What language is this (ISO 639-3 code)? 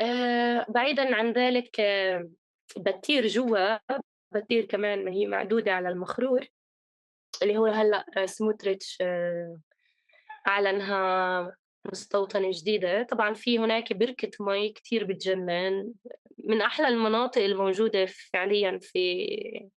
apc